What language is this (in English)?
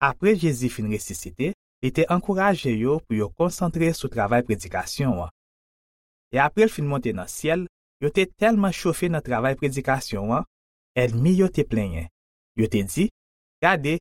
Haitian Creole